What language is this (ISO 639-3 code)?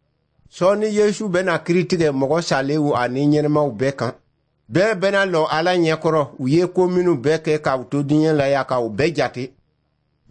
dyu